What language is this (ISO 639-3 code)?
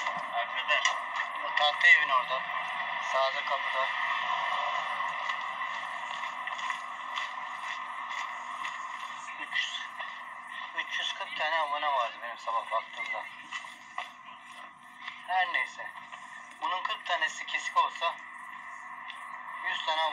tur